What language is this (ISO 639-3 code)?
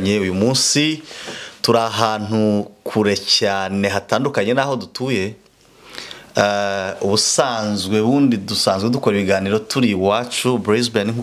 kin